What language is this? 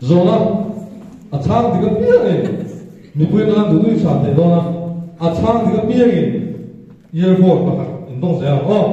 Mizo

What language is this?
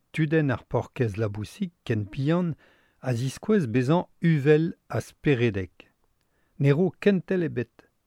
Breton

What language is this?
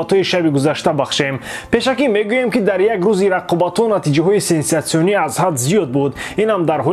Tajik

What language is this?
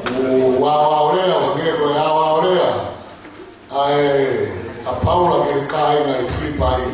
Tongan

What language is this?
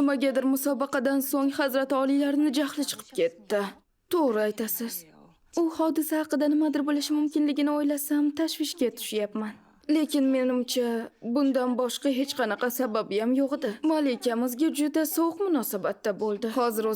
Uzbek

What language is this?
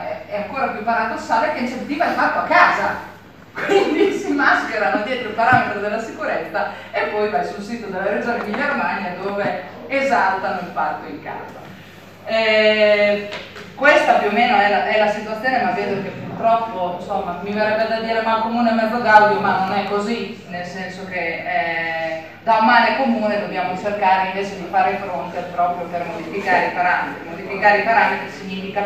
Italian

